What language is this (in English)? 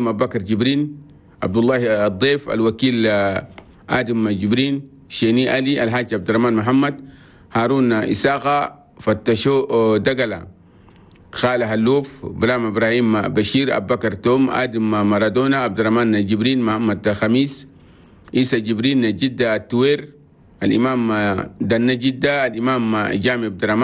Chadian Arabic